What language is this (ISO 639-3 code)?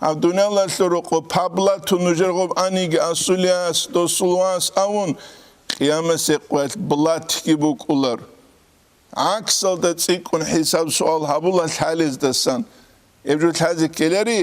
ava